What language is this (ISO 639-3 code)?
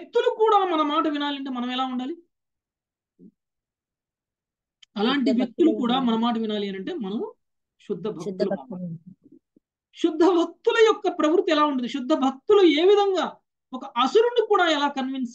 tel